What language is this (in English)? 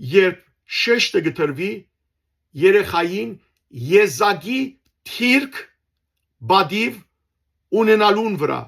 Western Armenian